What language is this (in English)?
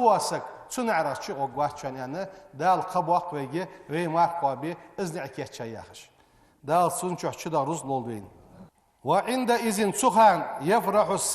Ingush